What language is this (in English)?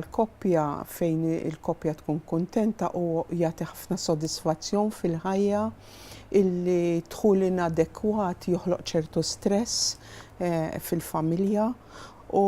Maltese